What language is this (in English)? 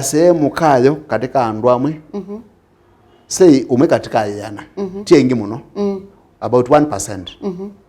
Kamba